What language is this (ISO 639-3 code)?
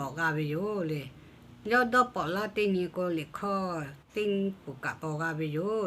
lhu